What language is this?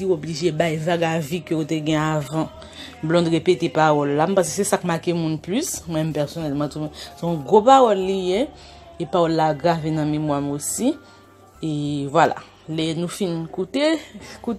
Haitian Creole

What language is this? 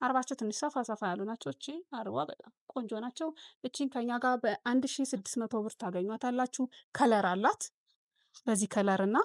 Amharic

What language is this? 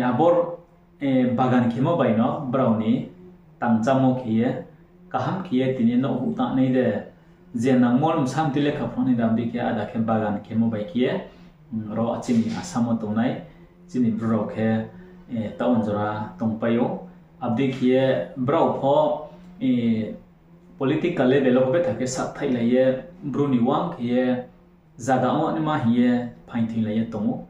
Riang (India)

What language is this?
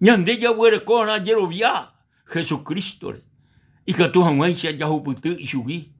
Guarani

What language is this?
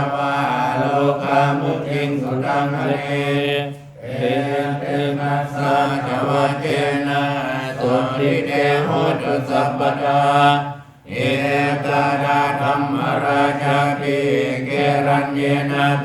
Pali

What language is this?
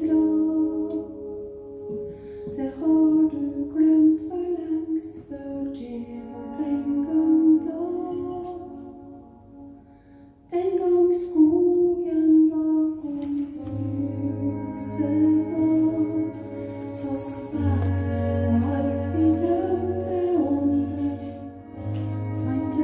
Norwegian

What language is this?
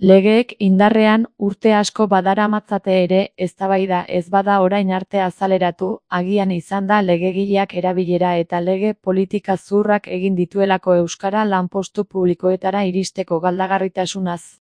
Basque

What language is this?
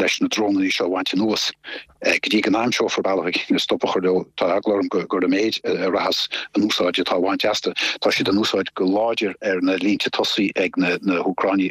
Irish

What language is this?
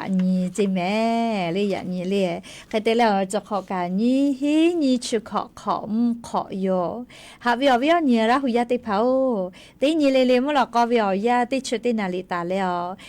Lahu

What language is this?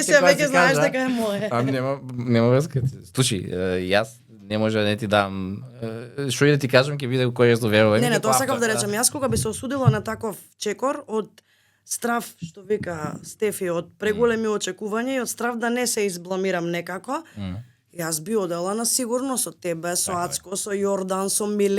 Macedonian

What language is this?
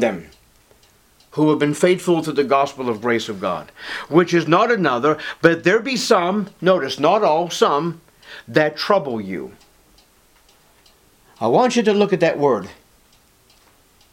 English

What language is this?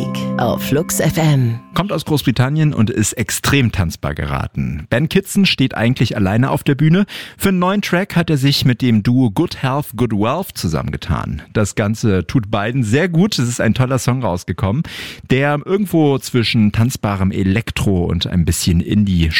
German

